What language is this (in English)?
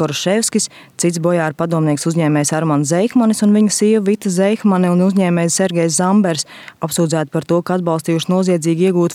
Latvian